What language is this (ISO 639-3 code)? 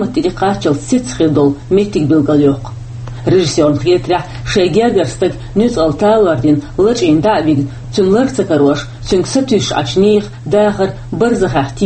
che